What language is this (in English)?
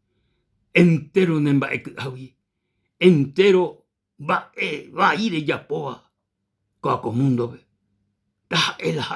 Guarani